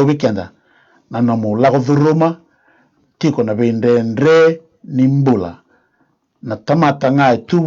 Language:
Fijian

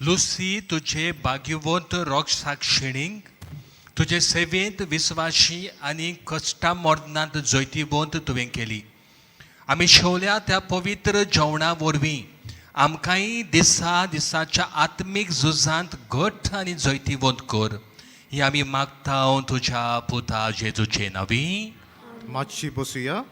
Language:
Konkani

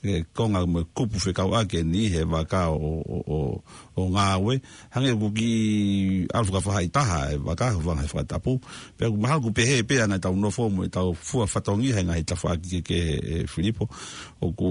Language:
Tongan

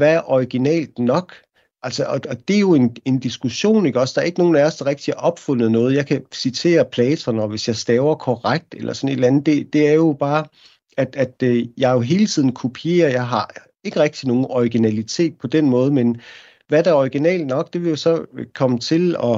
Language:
Danish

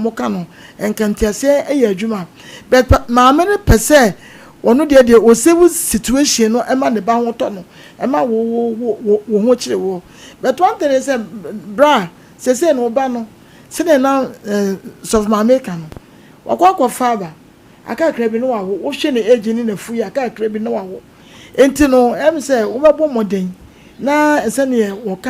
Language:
Akan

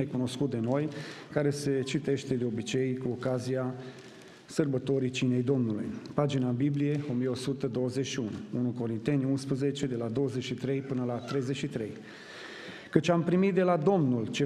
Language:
Romanian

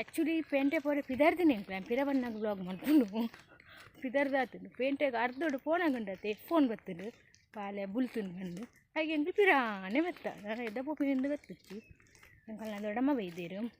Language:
Tulu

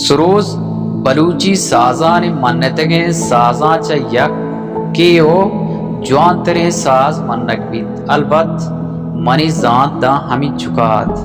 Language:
Baluchi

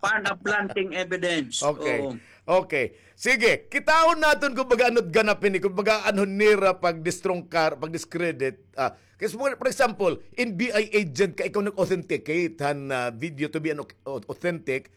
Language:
Waray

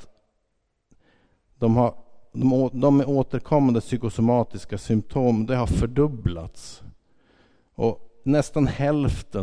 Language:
Swedish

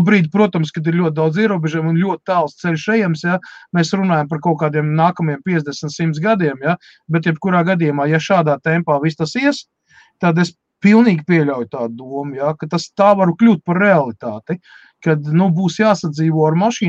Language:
Latvian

